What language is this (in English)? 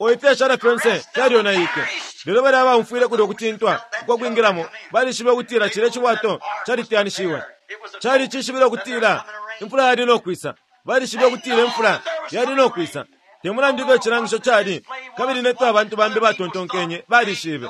Bemba